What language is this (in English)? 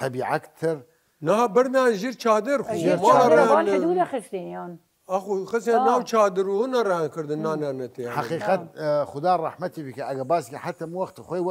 Southern Kurdish